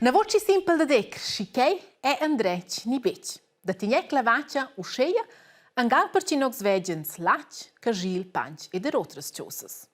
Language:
Romansh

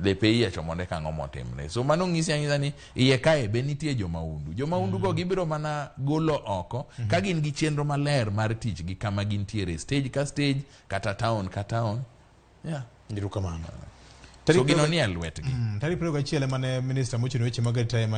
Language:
Luo (Kenya and Tanzania)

